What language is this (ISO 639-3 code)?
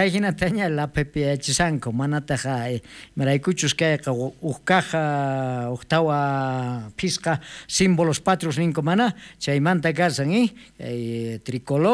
quh